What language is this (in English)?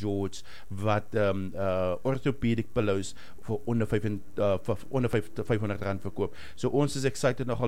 Afrikaans